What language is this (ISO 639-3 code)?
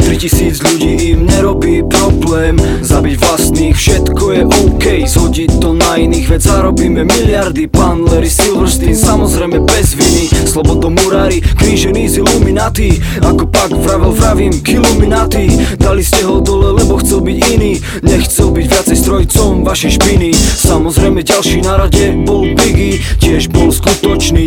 slk